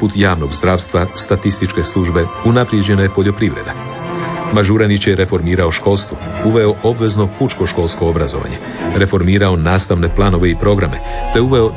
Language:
Croatian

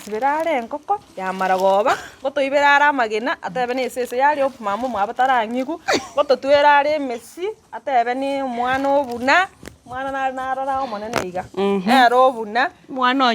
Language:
Gusii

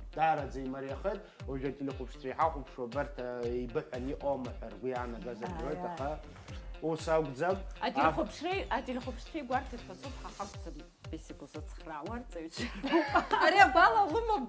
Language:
Abkhazian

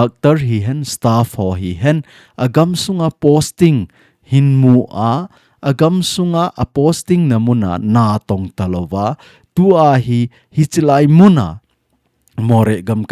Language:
Thado Chin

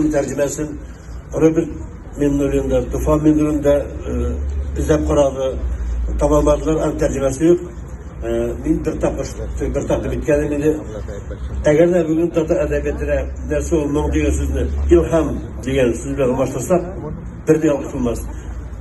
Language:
Tatar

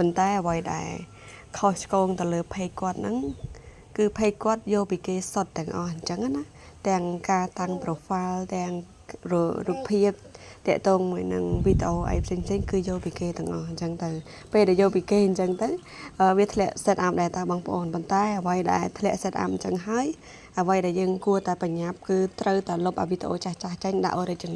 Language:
Khmer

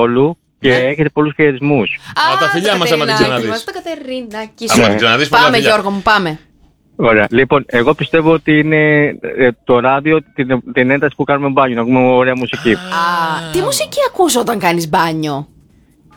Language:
Greek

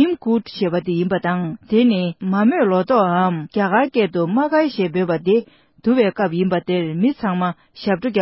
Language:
Tibetan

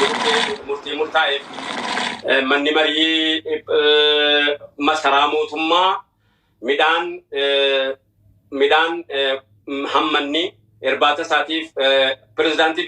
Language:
Oromo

